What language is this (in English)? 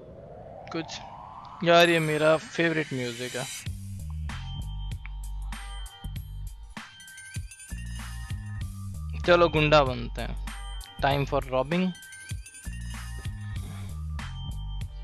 Hindi